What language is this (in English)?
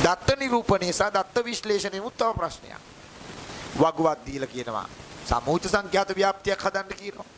Sinhala